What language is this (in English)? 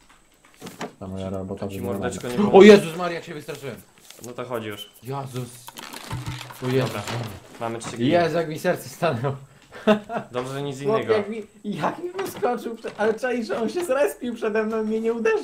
Polish